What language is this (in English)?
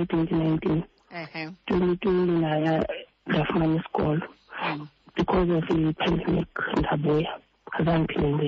Xhosa